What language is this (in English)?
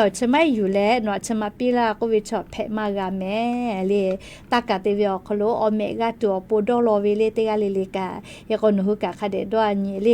Lahu